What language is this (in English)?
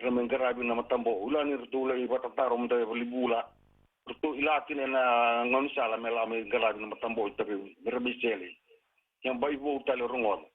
Fijian